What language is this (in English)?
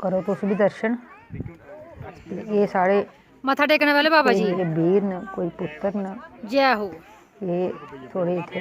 Dogri